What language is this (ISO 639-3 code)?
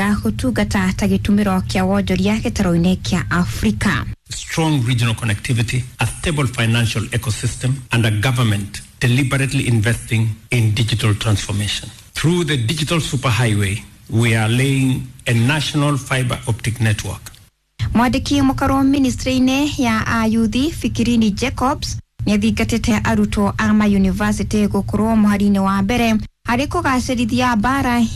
kik